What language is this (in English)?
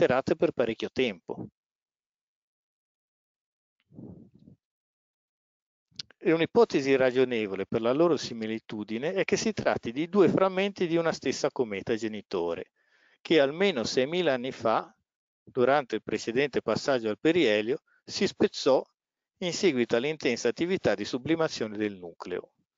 Italian